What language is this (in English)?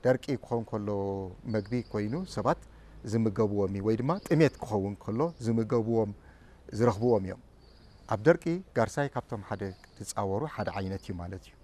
Tigrinya